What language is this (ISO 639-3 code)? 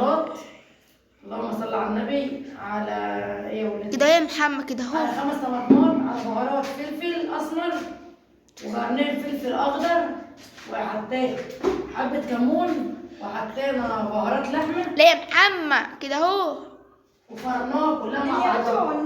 arz